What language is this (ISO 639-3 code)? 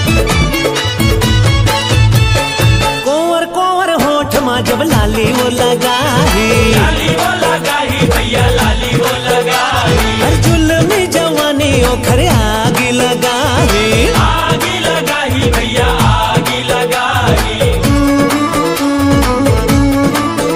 hne